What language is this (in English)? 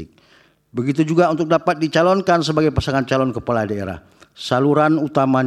Indonesian